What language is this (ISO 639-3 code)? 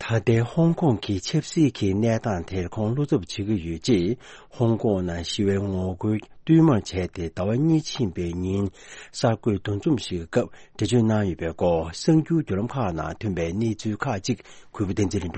bod